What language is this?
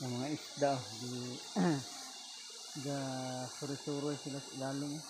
Cebuano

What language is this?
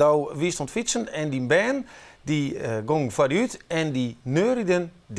Western Frisian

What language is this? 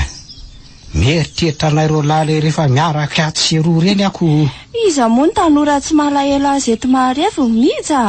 Malagasy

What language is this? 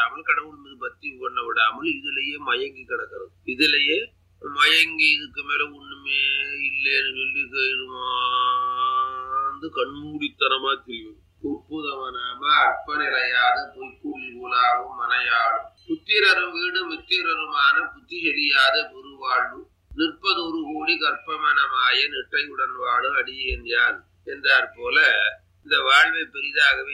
Tamil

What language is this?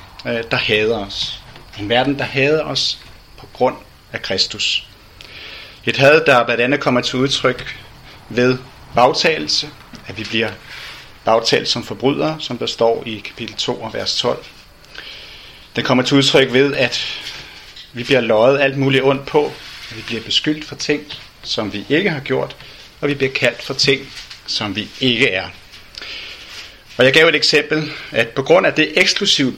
Danish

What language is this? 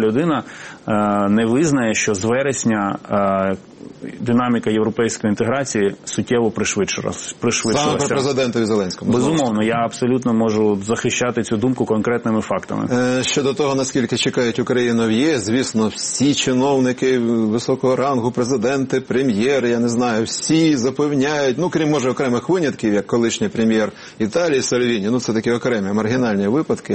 Ukrainian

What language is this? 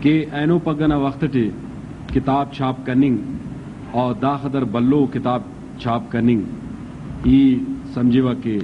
Brahui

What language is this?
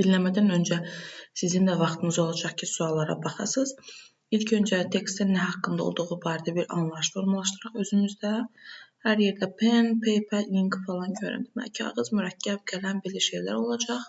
Azerbaijani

